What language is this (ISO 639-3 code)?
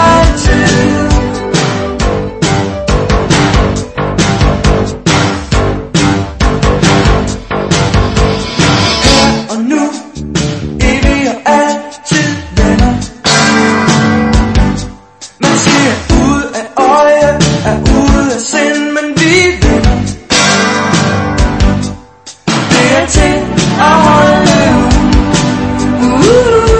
dan